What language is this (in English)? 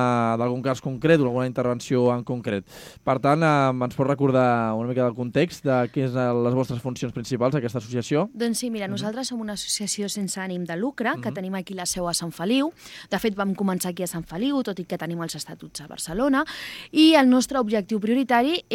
Catalan